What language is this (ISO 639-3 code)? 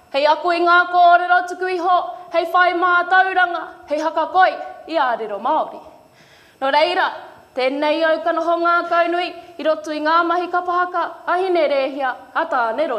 mri